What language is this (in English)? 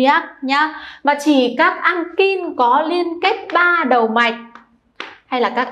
Vietnamese